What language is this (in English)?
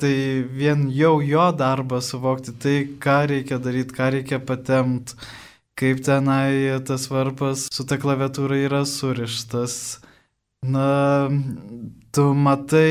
Lithuanian